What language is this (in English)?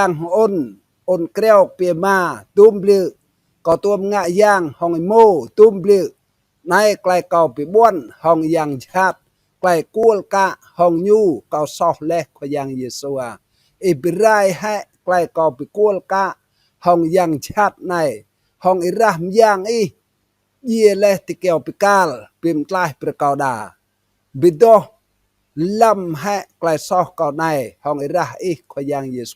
Rade